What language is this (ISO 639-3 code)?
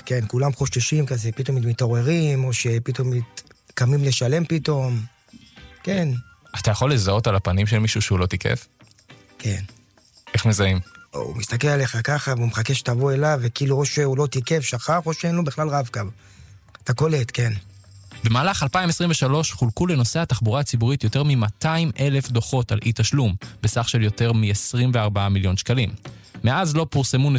heb